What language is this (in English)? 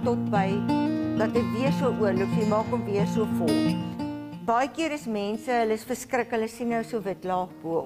Afrikaans